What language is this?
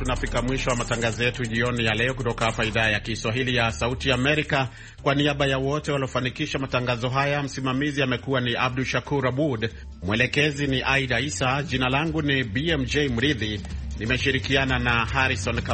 Swahili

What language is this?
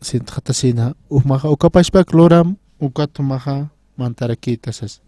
Aymara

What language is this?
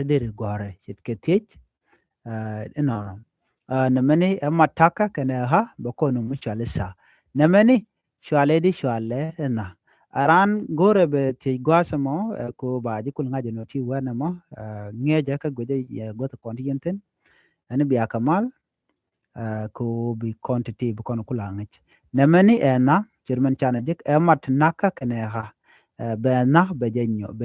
Nuer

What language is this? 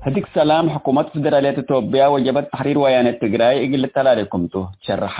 Tigre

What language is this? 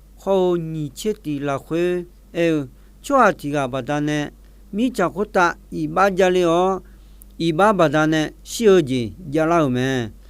Akha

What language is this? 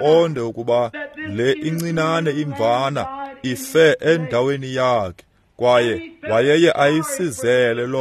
Xhosa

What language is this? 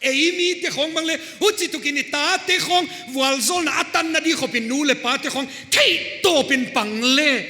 Paite Chin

